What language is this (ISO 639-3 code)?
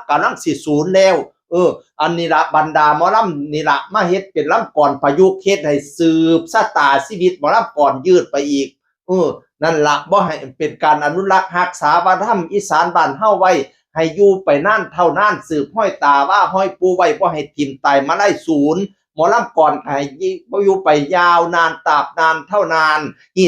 tts